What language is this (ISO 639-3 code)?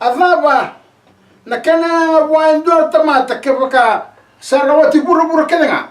fij